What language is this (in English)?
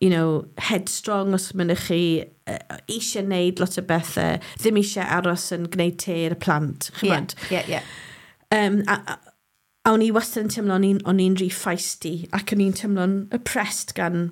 Welsh